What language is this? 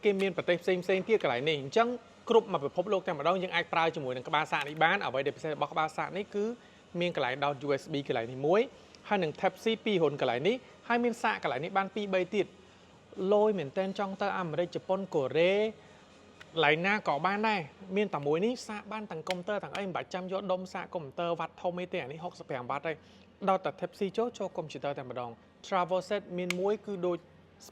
Khmer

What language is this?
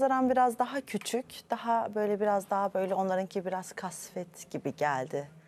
Turkish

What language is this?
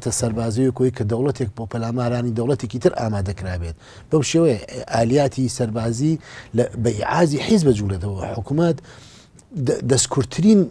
Central Kurdish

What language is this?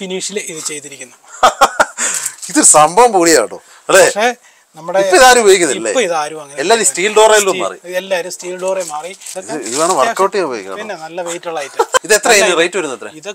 Malayalam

